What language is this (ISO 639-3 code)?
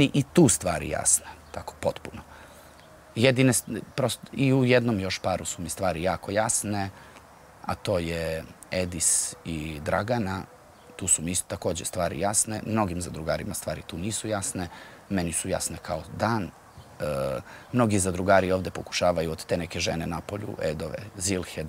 srp